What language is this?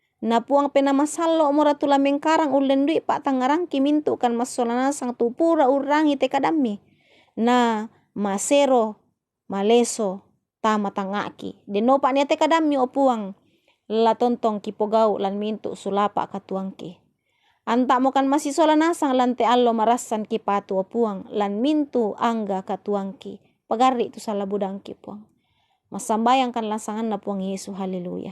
Toraja-Sa'dan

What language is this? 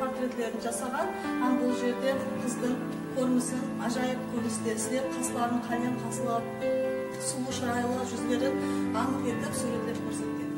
Kara-Kalpak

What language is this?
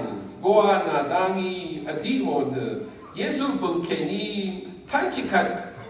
Rawang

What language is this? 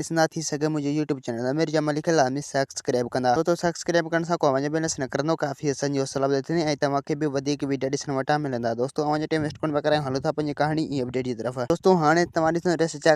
Sindhi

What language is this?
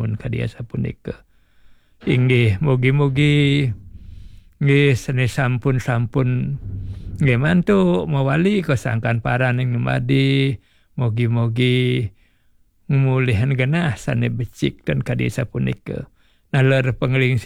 Balinese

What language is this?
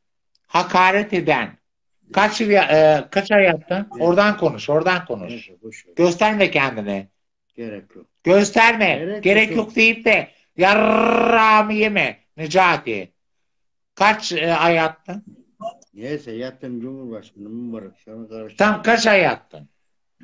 Turkish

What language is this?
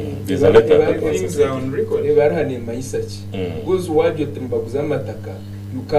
Nyankole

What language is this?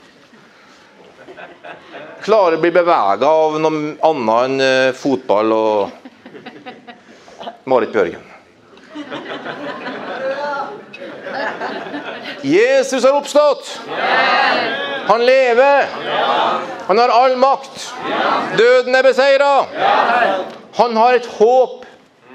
Norwegian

